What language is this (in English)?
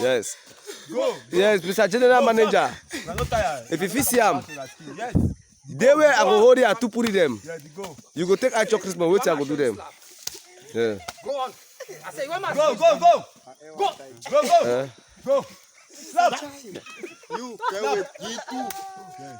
Cameroon Pidgin